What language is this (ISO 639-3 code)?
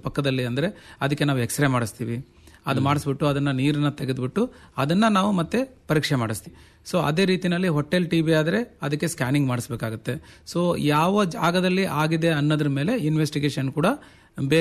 kan